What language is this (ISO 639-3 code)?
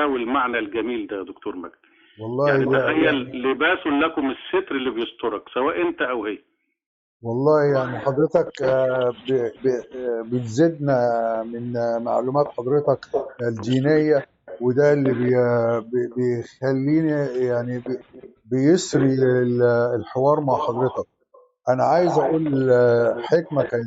arz